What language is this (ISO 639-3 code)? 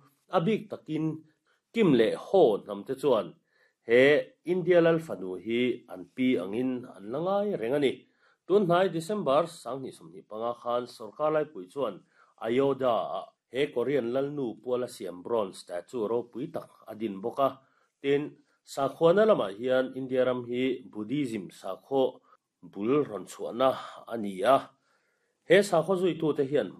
lus